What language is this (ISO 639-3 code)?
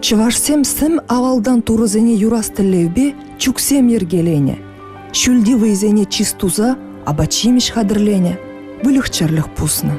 chv